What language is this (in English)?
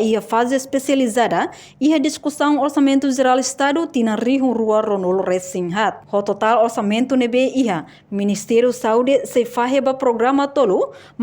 Tetum